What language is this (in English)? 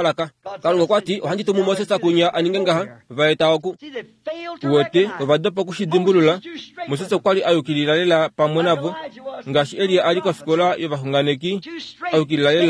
Kuanyama